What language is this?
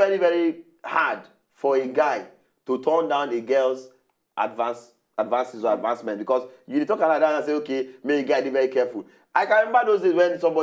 Nigerian Pidgin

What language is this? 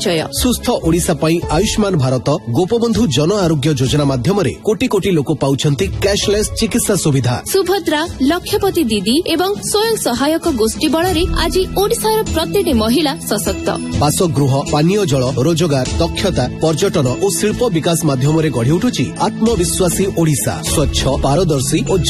Odia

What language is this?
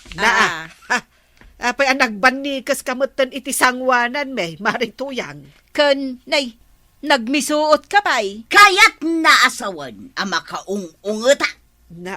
Iloko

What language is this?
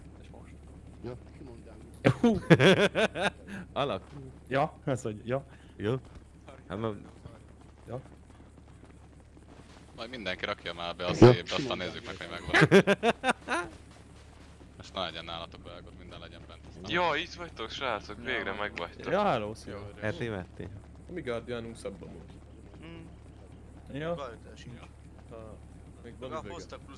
Hungarian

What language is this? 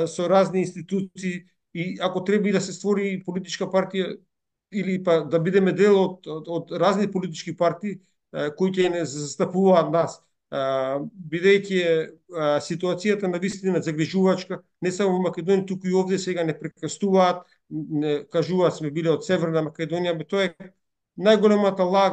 Macedonian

